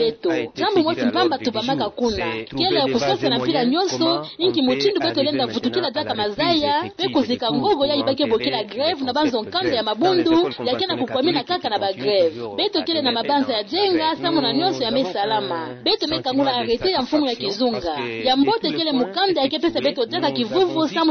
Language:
Kituba (Democratic Republic of Congo)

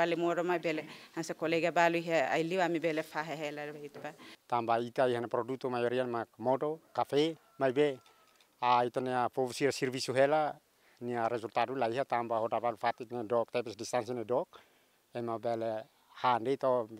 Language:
Tetum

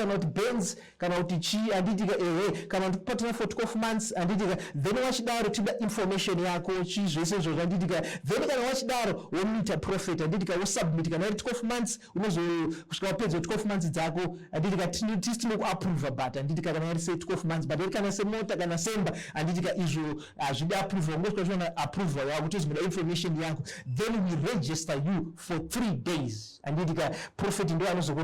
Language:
Shona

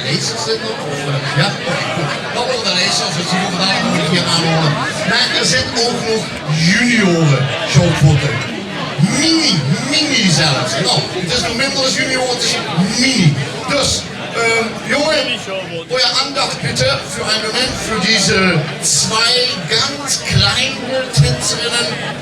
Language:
Limburgish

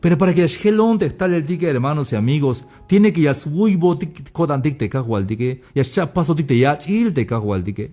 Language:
Tzeltal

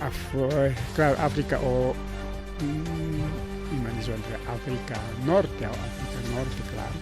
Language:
Ayacucho Quechua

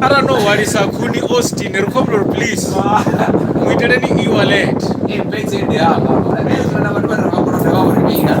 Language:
Venda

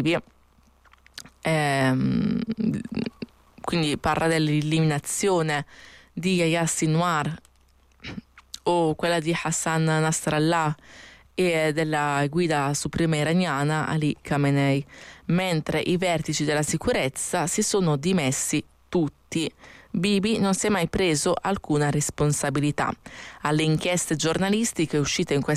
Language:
Italian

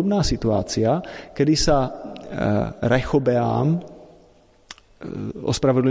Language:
Slovak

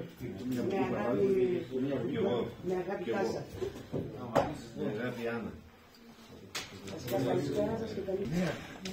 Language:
Greek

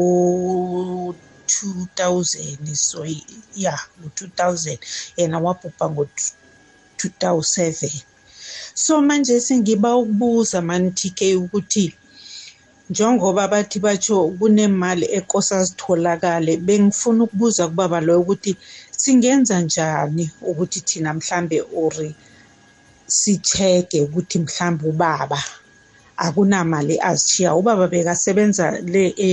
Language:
South Ndebele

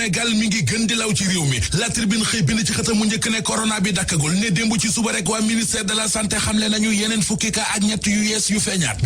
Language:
Wolof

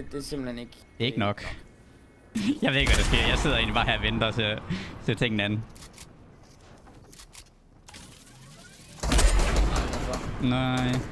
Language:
Danish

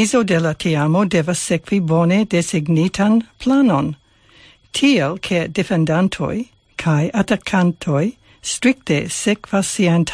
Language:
Esperanto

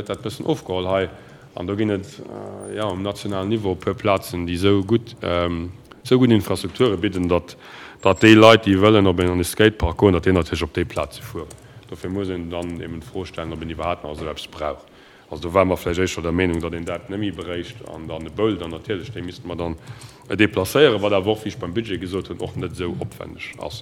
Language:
Luxembourgish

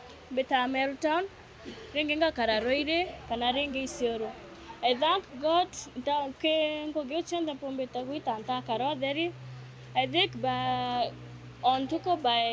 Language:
Meru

